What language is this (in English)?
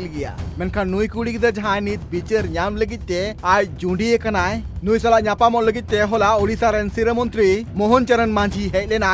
Santali